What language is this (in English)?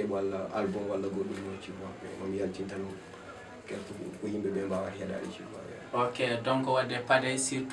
Fula